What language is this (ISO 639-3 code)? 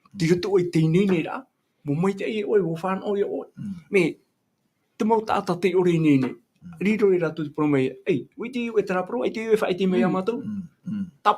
tah